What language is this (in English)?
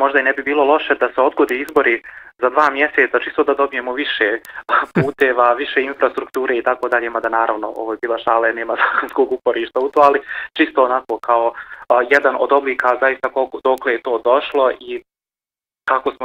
Bosnian